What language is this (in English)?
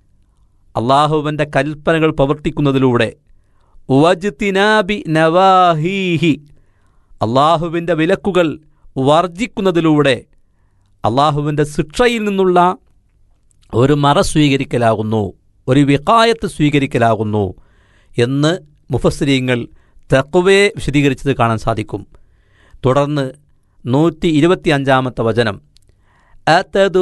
Malayalam